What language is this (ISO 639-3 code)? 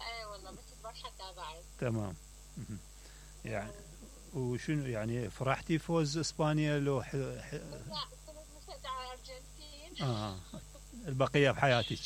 acm